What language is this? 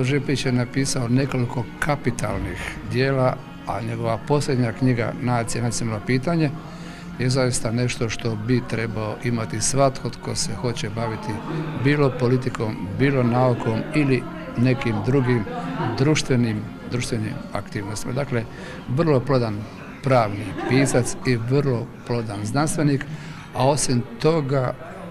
Bosnian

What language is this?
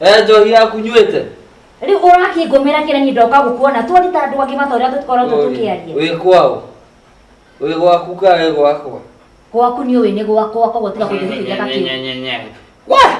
Kikuyu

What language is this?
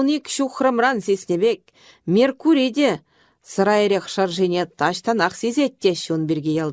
Chuvash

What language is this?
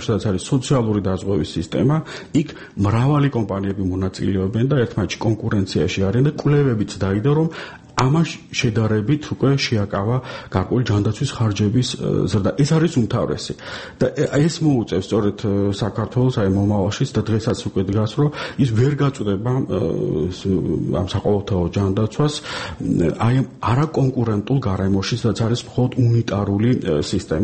Georgian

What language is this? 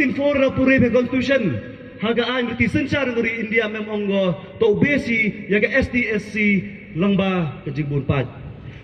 Pnar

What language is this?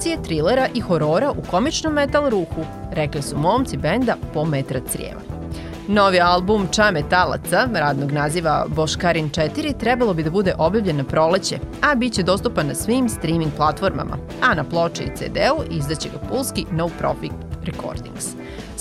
Serbian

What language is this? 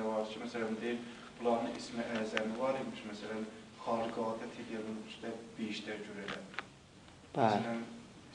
South Azerbaijani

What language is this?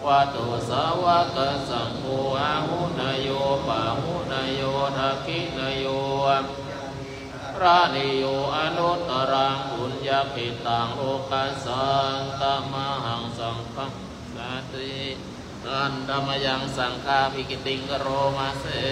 Pali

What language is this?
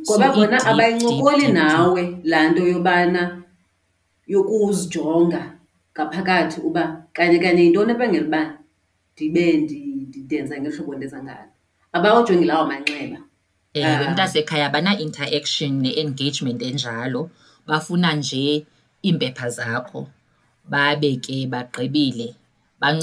Xhosa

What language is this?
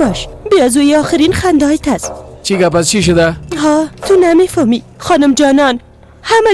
Persian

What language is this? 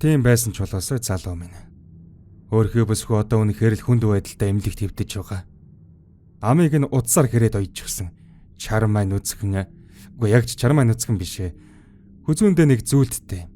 Mongolian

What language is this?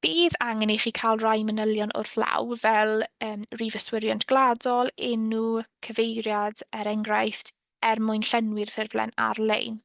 Welsh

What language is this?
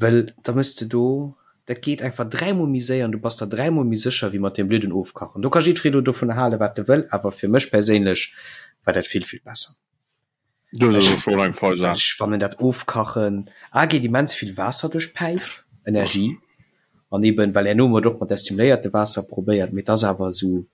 Luxembourgish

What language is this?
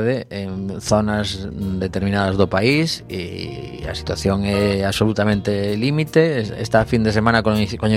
Galician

